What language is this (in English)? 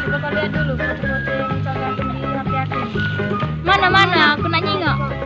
Musi